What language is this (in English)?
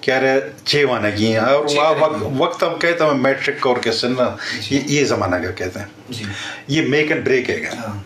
Eastern Balochi